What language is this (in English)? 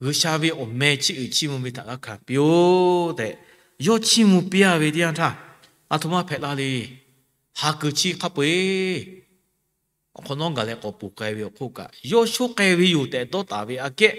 Lahu